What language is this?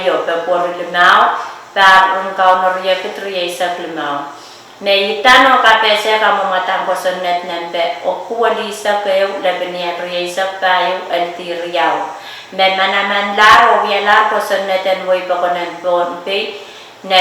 Pohnpeian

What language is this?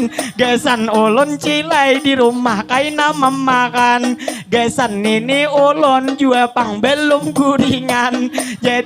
Banjar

